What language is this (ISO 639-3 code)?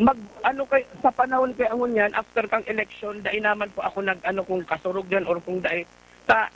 bik